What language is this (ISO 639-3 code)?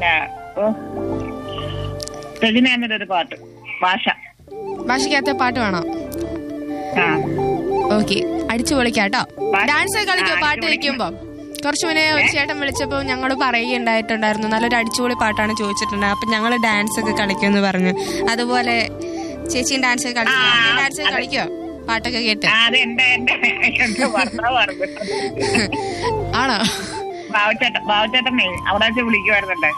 mal